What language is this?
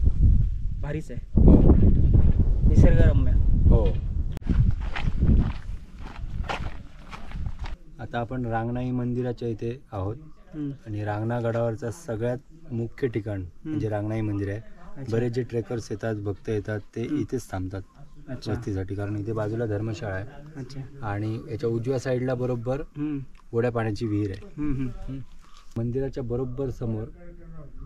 Marathi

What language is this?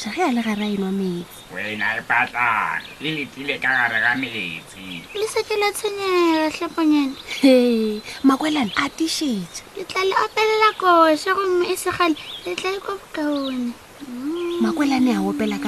Northern Sotho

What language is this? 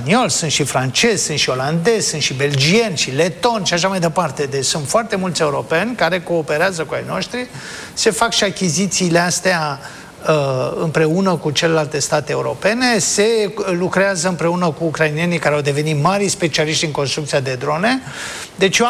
Romanian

